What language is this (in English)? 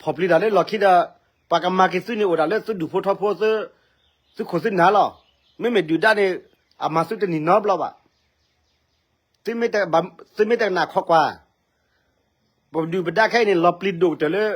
S'gaw Karen